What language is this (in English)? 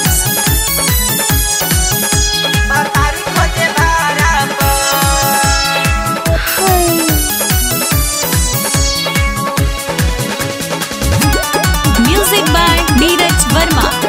Bhojpuri